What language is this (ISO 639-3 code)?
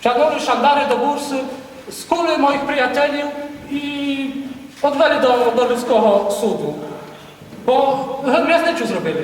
rue